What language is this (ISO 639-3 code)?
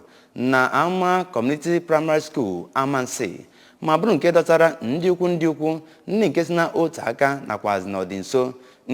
ibo